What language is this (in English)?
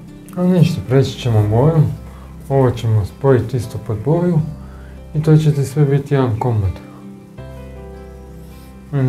Croatian